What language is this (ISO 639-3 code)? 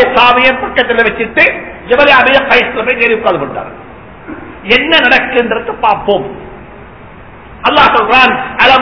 tam